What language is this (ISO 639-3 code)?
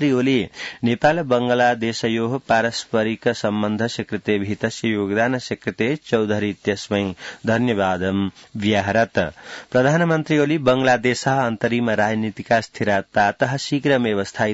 san